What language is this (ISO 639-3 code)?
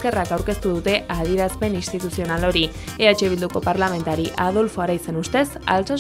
eus